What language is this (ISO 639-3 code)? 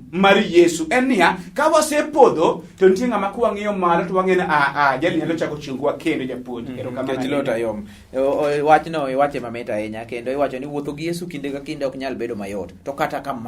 luo